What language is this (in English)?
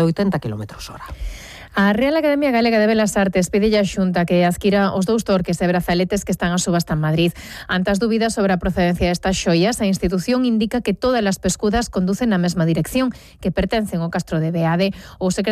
Galician